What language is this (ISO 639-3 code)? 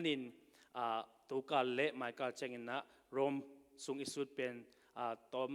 ctd